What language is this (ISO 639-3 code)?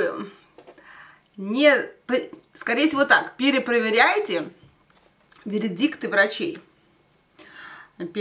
rus